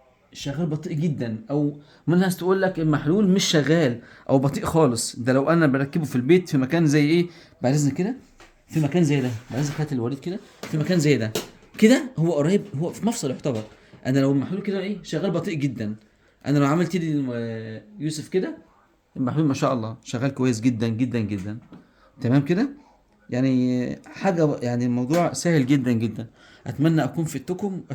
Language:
Egyptian Arabic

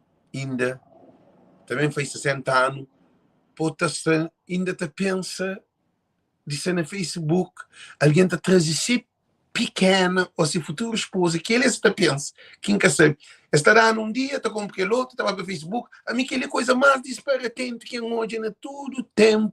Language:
Kabuverdianu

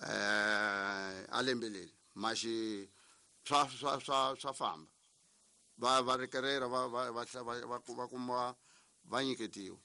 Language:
Tsonga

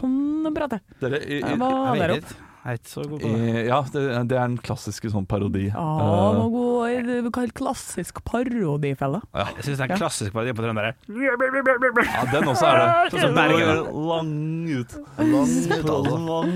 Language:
Norwegian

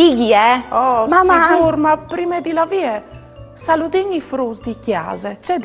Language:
Friulian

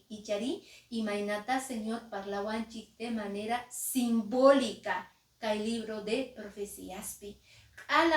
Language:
Quechua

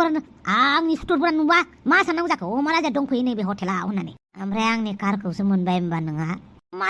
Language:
Bodo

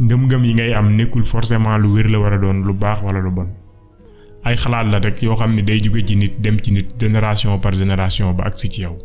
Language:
Wolof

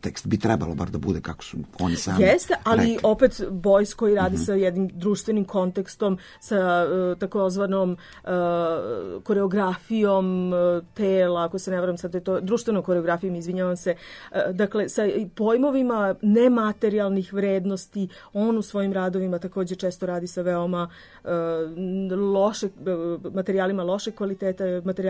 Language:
Serbian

